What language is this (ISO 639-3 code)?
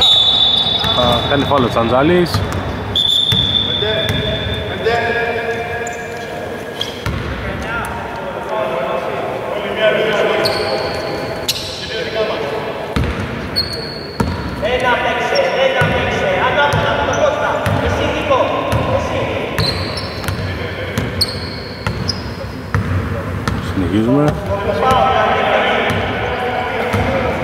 ell